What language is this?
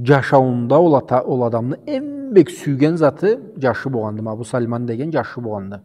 Karachay-Balkar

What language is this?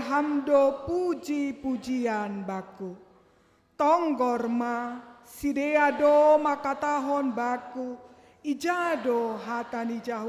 Batak Simalungun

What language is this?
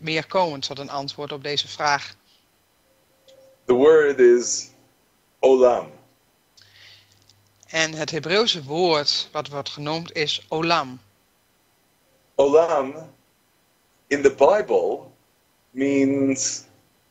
Dutch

